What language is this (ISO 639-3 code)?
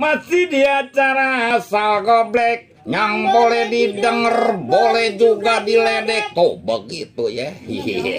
bew